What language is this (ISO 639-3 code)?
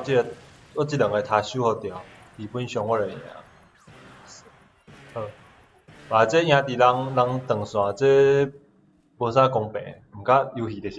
nan